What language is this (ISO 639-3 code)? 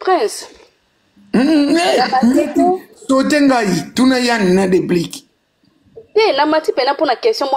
lin